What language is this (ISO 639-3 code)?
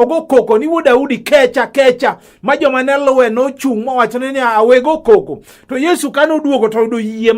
luo